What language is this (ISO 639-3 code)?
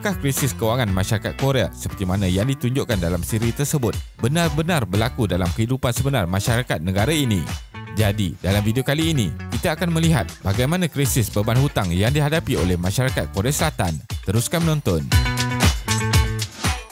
msa